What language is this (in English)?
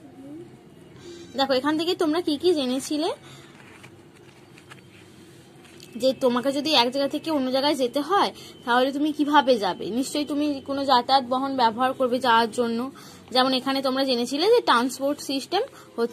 Bangla